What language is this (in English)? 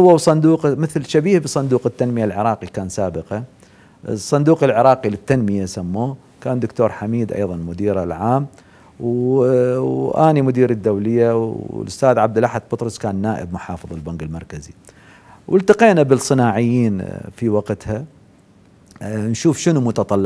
Mesopotamian Arabic